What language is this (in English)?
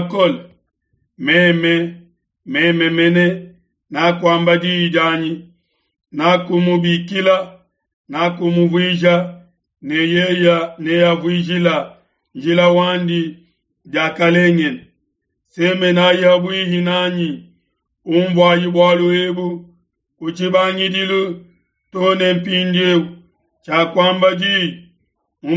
Luba-Lulua